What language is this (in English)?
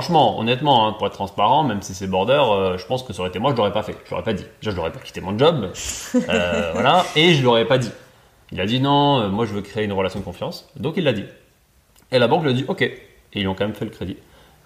French